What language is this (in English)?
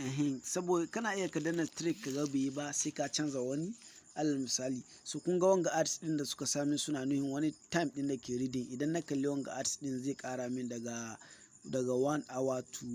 Hausa